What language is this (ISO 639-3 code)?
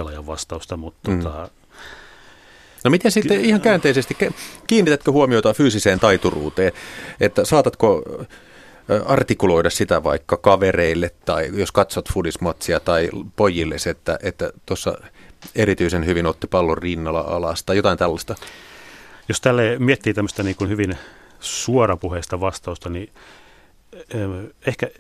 fin